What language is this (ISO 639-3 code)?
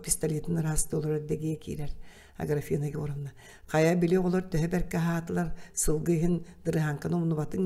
sah